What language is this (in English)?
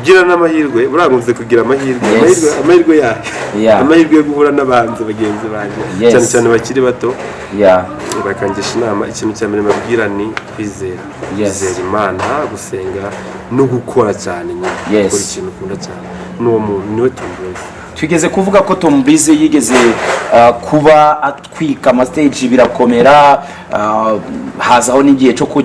Kinyarwanda